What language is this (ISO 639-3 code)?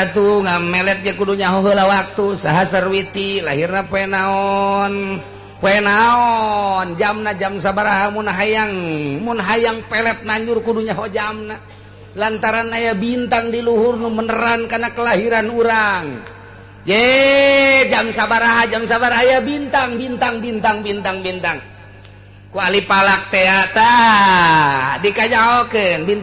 sun